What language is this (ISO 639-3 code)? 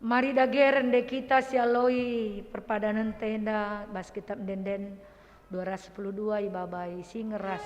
btx